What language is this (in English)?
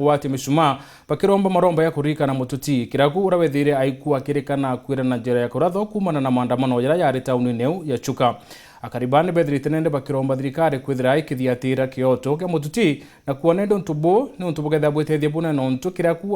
Meru